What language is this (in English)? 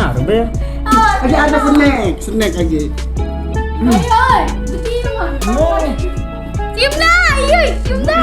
Musi